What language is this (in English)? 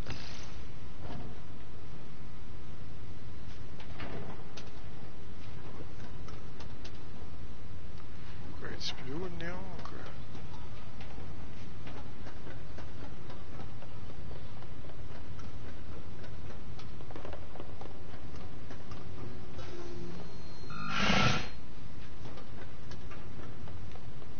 French